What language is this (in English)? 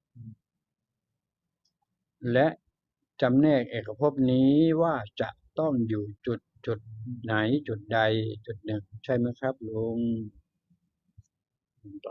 Thai